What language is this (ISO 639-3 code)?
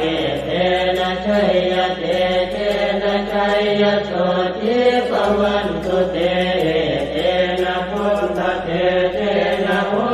pli